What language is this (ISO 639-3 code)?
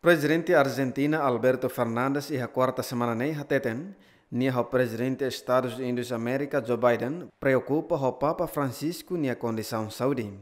tet